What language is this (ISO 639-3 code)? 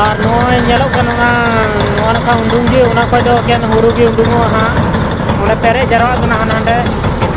sat